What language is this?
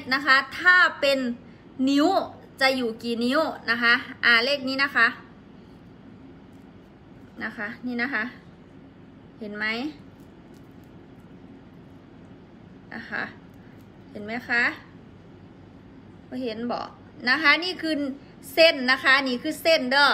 Thai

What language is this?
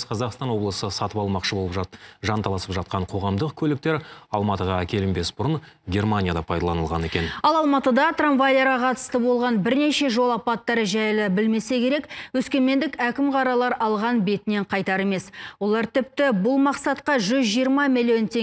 Kazakh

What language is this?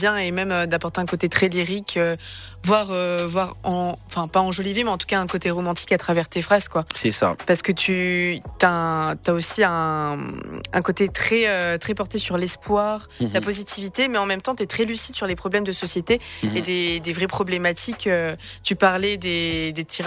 French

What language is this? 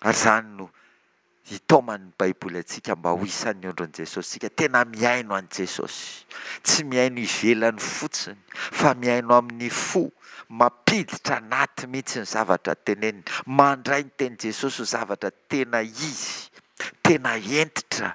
Malagasy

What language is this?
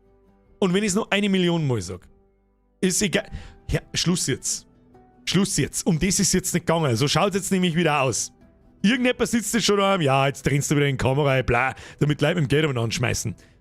Bavarian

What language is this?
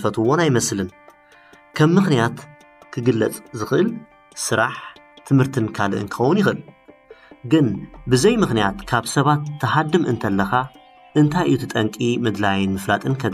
Tigrinya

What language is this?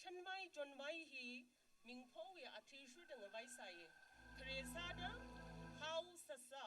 Tangkhul Naga (India)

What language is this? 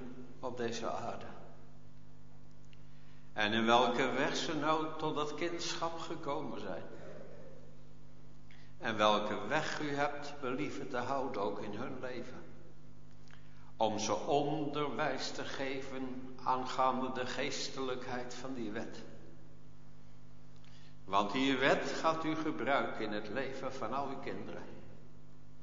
Dutch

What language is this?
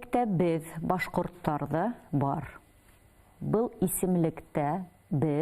Bashkir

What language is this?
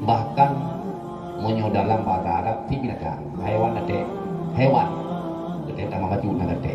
Achinese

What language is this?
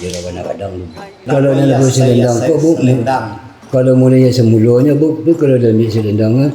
Minangkabau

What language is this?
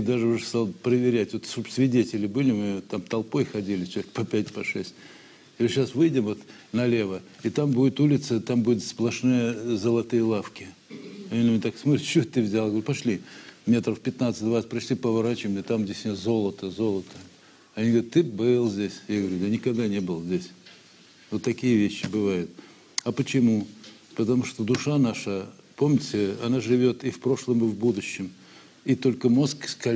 Russian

